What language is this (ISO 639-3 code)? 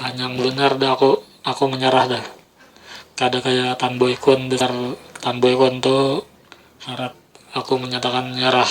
bjn